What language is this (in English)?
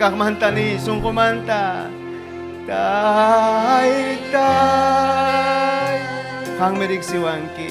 Ayacucho Quechua